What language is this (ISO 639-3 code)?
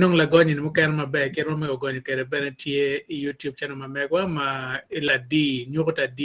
ach